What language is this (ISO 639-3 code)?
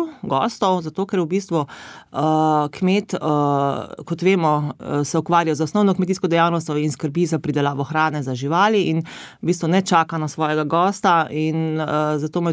slv